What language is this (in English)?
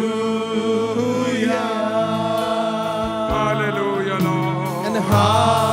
Malayalam